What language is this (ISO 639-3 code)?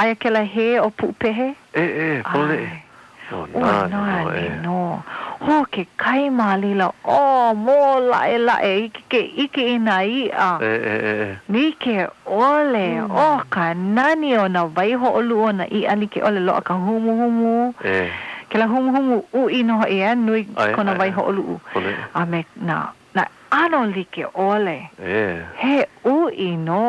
haw